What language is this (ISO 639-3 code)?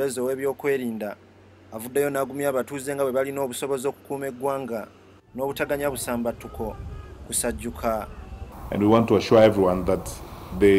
lug